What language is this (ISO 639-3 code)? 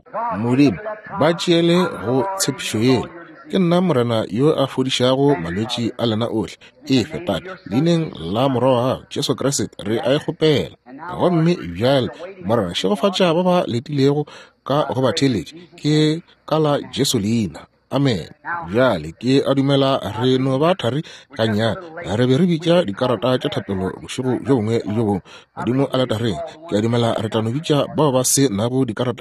nso